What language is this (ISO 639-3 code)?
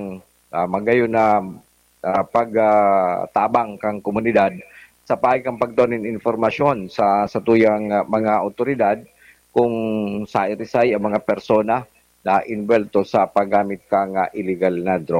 bik